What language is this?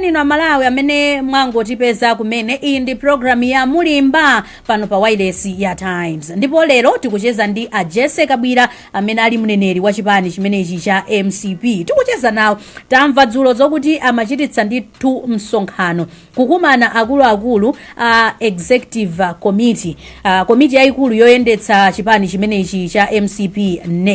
Nyanja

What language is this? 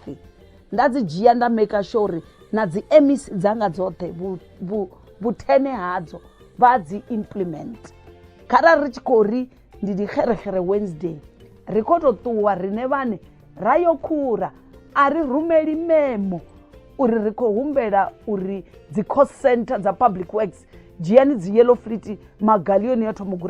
Venda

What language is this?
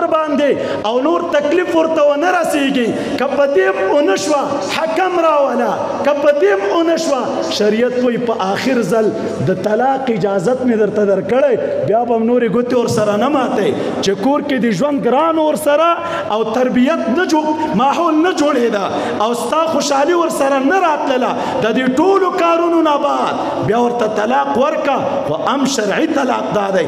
Pashto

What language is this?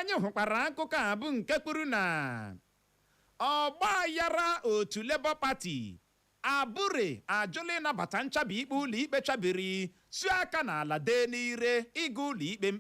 Igbo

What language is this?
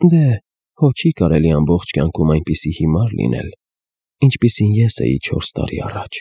Armenian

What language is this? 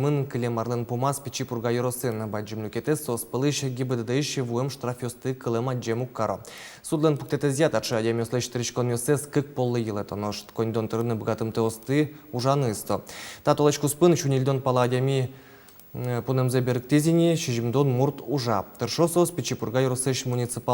Udmurt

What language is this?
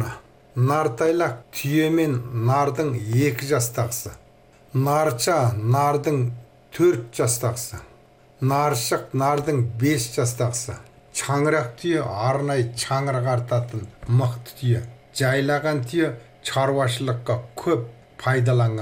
Kazakh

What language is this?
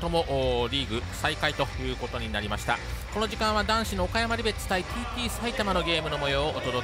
Japanese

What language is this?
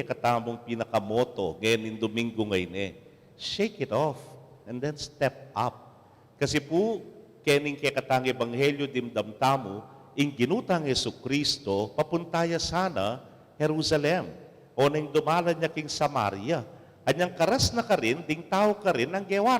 Pampanga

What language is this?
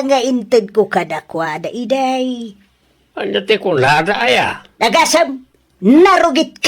Iloko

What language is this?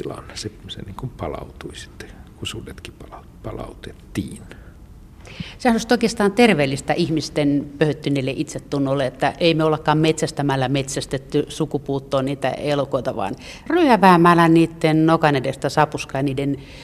Finnish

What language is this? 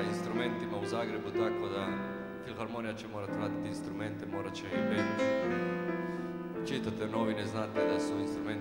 Croatian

